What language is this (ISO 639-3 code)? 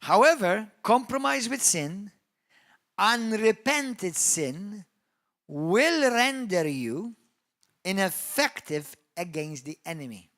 eng